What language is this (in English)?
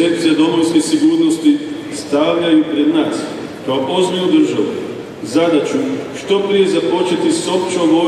Croatian